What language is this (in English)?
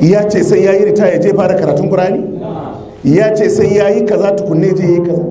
Hausa